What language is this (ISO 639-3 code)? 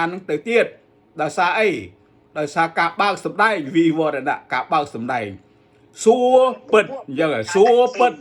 khm